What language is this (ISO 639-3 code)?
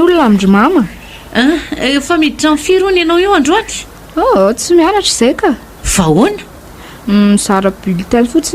mlg